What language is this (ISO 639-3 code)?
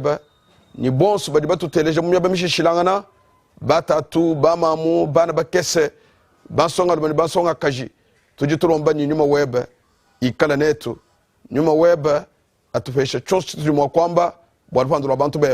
lua